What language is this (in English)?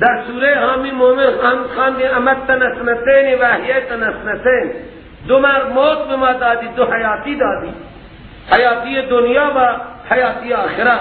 Persian